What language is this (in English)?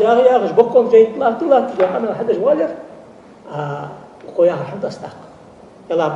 Ingush